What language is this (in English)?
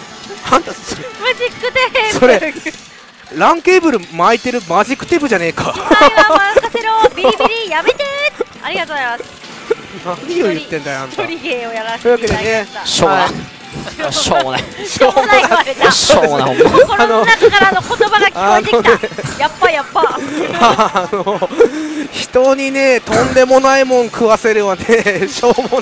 Japanese